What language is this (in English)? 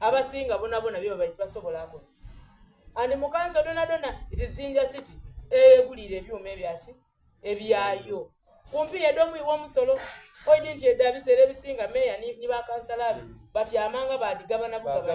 Soga